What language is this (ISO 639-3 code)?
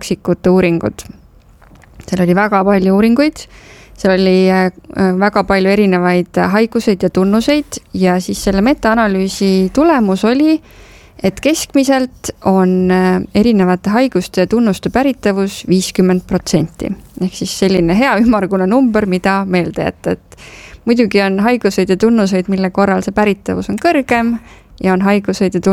est